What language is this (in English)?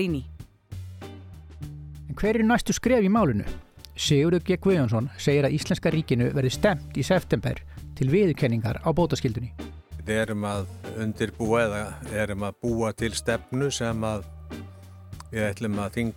Icelandic